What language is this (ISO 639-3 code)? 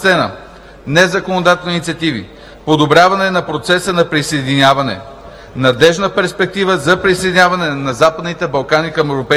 bul